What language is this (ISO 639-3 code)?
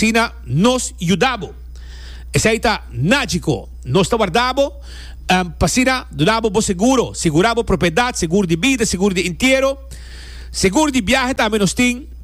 pap